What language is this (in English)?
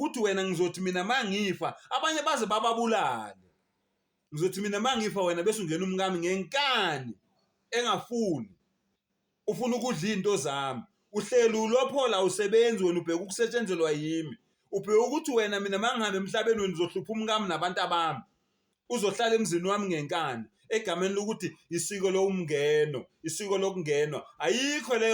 Zulu